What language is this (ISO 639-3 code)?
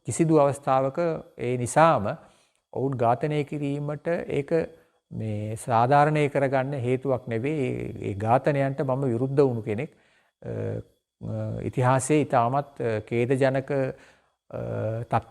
sin